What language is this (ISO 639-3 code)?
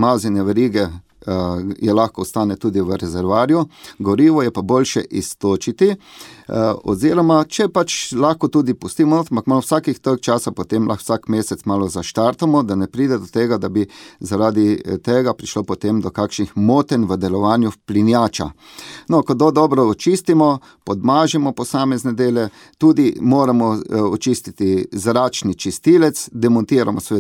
slv